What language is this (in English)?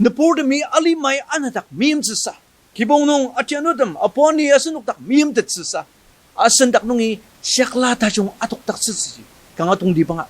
Ao Naga